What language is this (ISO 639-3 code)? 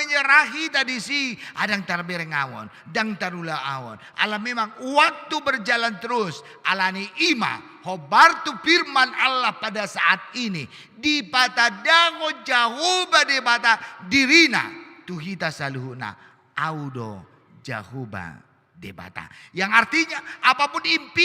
bbc